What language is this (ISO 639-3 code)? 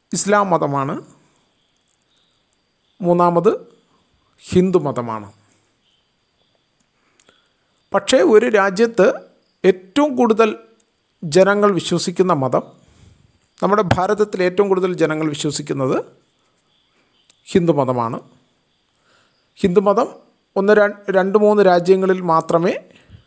mal